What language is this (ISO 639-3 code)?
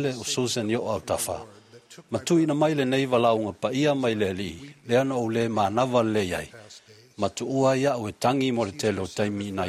smo